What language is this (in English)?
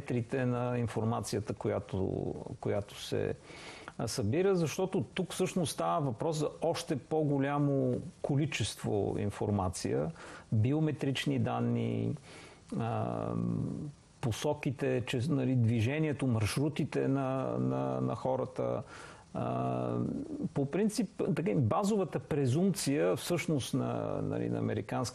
Bulgarian